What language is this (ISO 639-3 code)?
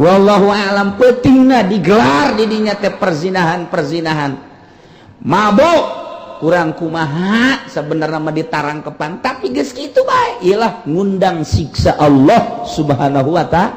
sun